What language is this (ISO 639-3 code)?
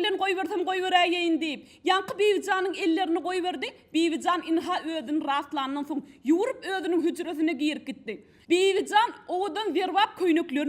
tuk